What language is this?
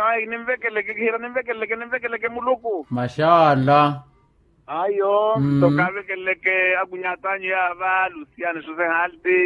Makhuwa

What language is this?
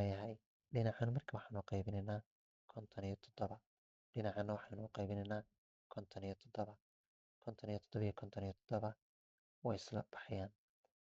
Somali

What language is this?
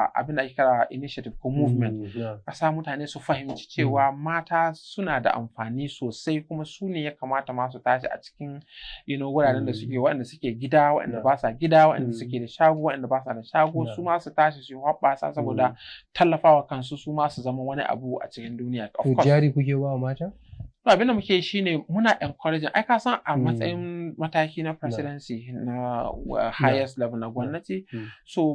Hausa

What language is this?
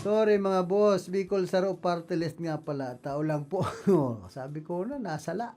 Bikol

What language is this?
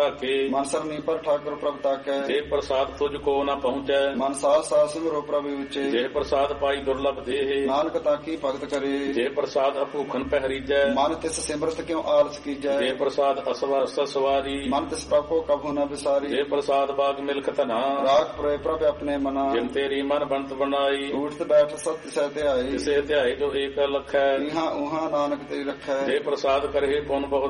Punjabi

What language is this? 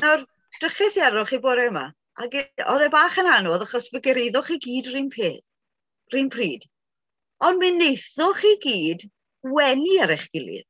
Welsh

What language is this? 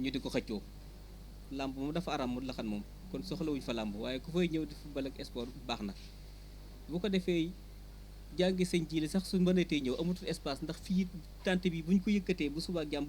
Wolof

